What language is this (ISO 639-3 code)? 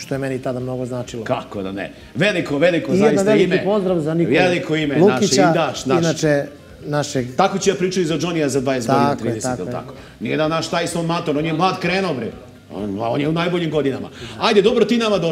srp